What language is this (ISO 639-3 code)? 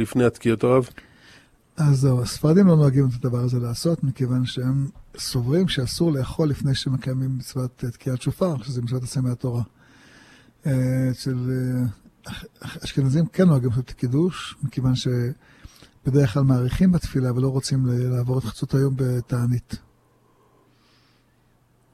heb